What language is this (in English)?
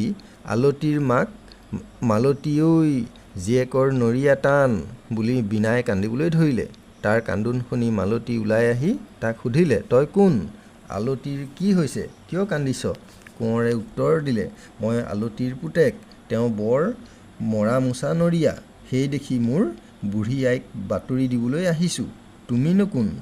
Assamese